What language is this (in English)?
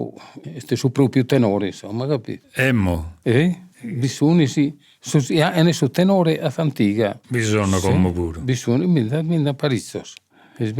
Sardinian